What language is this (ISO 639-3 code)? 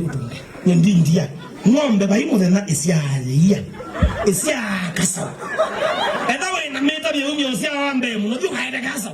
kam